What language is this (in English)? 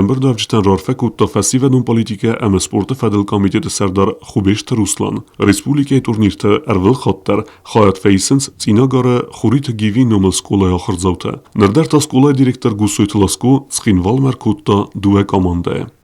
Ossetic